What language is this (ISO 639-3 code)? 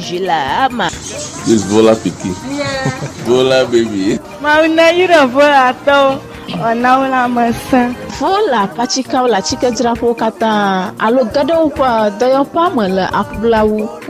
ewe